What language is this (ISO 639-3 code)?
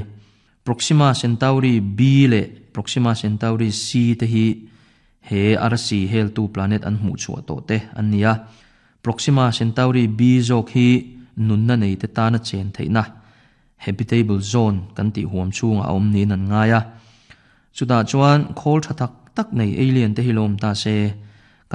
lus